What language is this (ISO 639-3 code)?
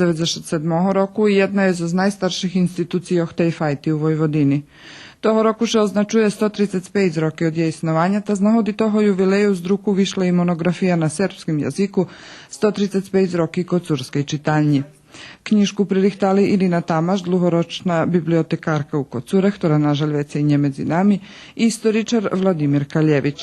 rue